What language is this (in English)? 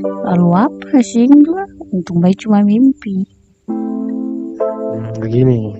Ambonese Malay